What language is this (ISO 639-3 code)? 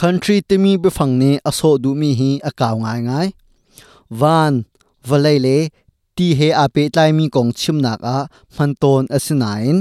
cnh